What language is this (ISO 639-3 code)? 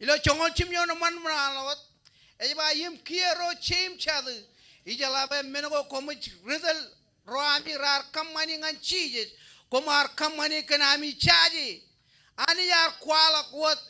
mah